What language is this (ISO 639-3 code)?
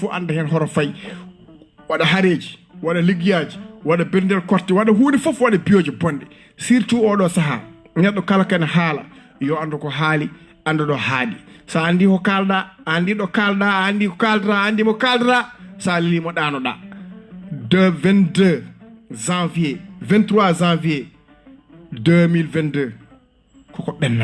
ful